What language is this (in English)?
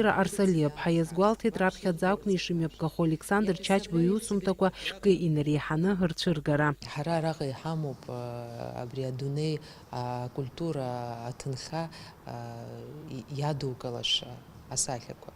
Abkhazian